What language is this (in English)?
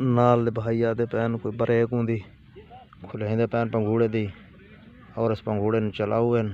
Saraiki